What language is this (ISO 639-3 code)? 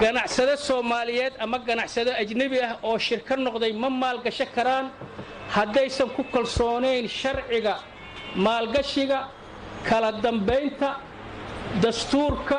som